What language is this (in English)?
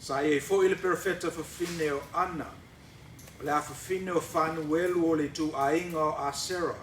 Samoan